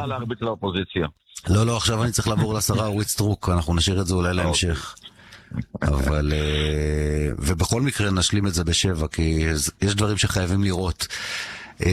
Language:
Hebrew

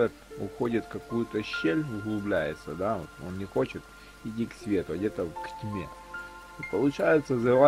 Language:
Russian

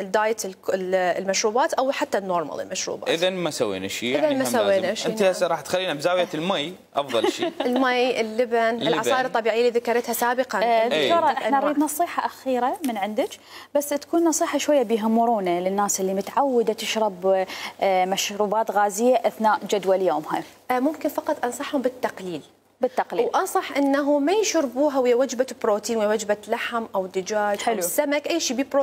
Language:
Mesopotamian Arabic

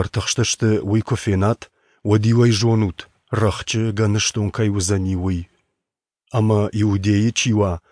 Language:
Ossetic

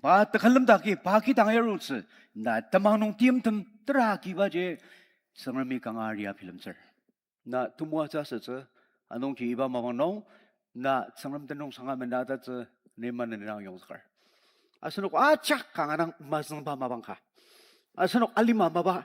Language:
Ao Naga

